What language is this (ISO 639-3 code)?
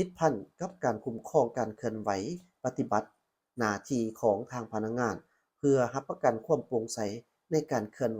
lao